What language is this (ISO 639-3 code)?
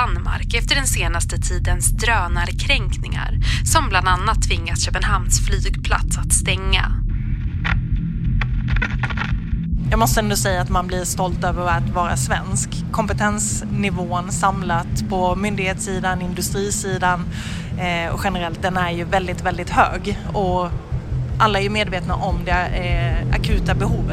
swe